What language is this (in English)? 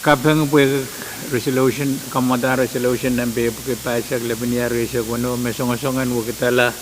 Pohnpeian